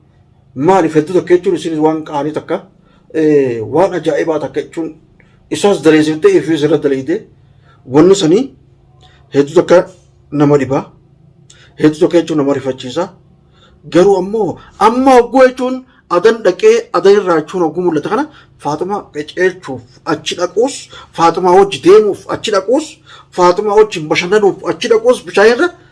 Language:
Oromo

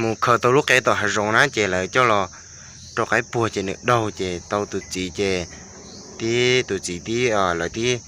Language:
Hmong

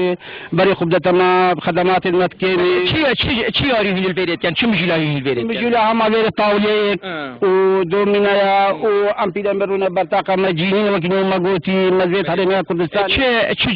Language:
Kurdish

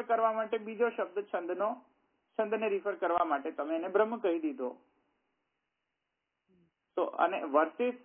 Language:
Gujarati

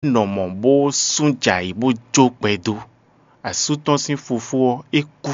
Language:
Fon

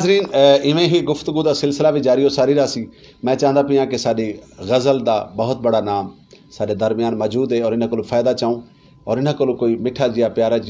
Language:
Saraiki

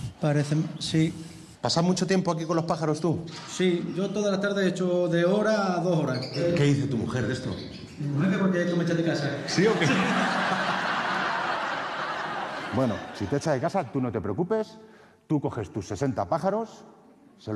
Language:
Spanish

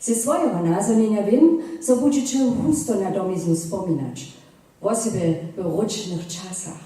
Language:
Upper Sorbian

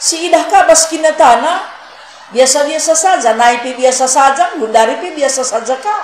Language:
Batak Karo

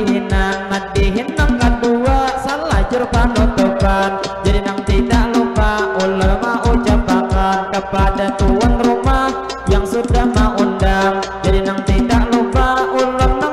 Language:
Banjar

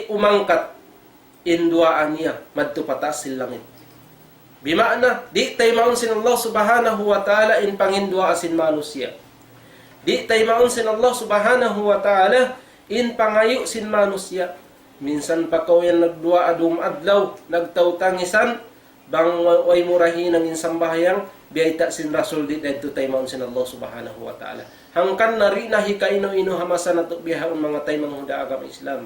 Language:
Tausug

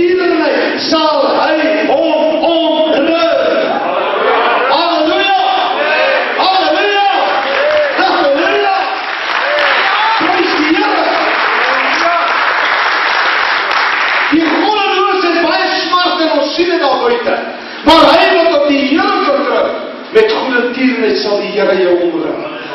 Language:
Afrikaans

